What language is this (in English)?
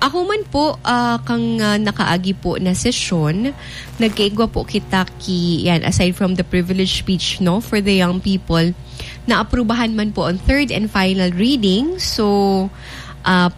Bikol